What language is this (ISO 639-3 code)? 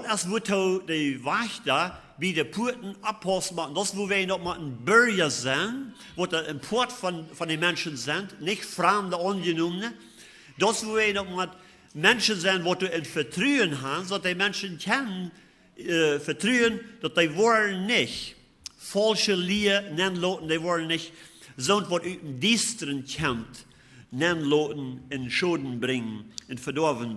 pdt